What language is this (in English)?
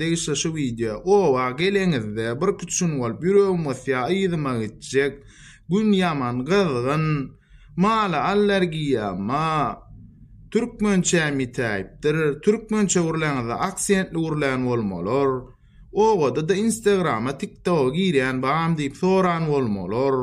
Turkmen